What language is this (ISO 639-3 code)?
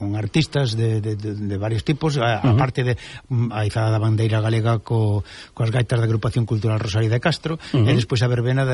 glg